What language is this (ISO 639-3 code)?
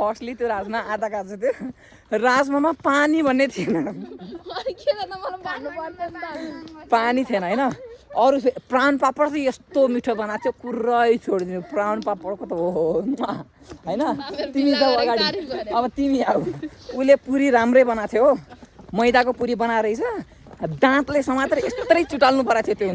nep